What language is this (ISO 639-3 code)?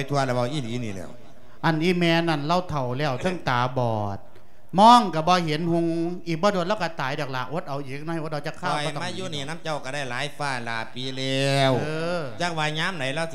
lao